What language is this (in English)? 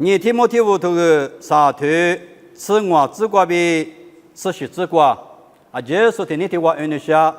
Lisu